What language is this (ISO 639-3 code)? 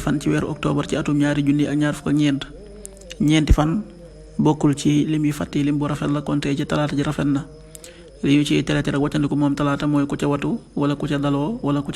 wol